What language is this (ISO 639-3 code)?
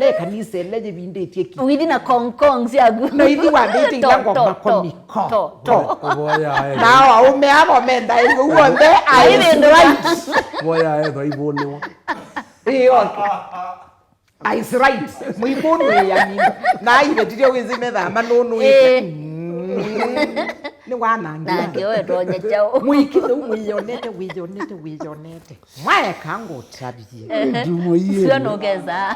kam